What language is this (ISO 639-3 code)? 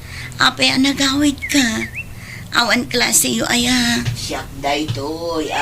ilo